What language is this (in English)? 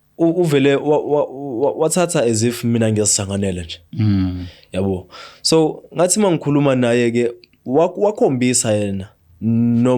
Zulu